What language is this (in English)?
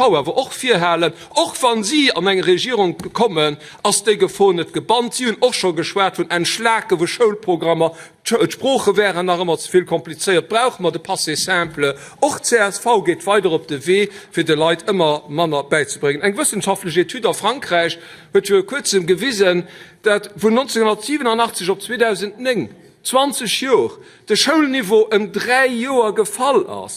Luxembourgish